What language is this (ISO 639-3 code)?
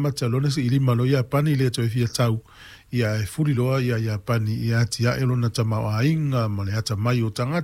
smo